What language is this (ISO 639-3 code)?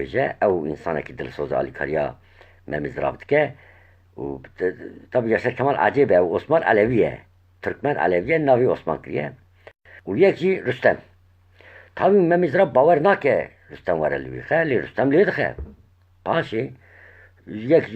kur